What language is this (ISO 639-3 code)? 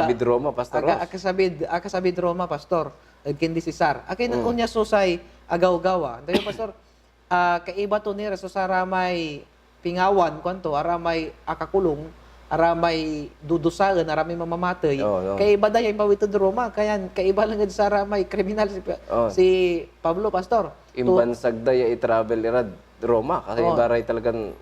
pag